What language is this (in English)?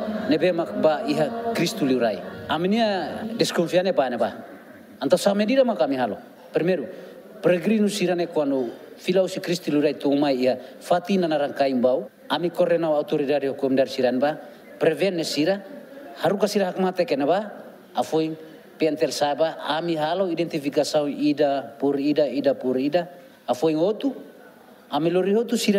Tetum